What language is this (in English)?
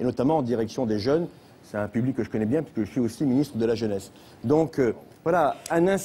French